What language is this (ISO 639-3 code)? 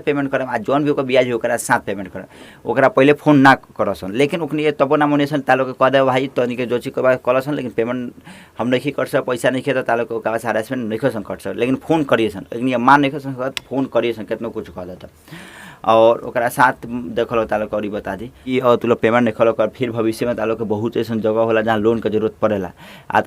bho